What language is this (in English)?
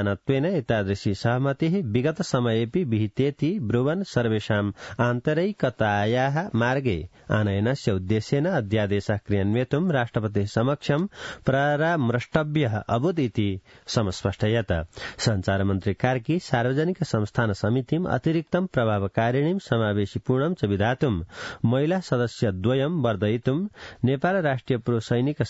Sanskrit